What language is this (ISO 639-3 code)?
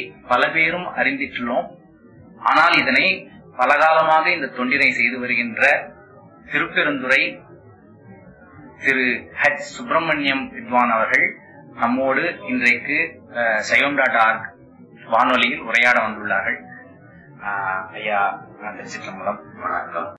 tam